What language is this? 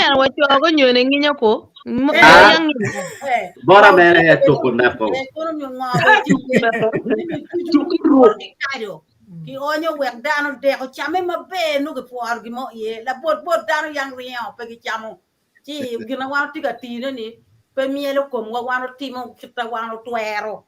Acoli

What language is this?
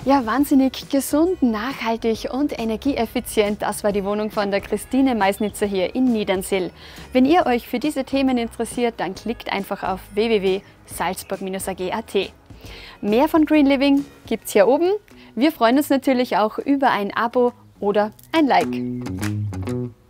German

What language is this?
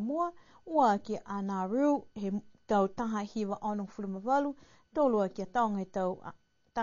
Niuean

